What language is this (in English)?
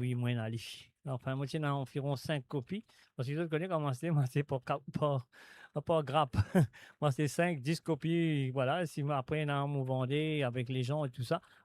Morisyen